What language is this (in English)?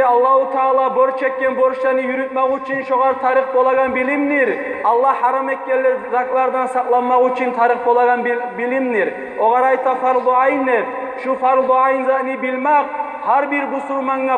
Kumyk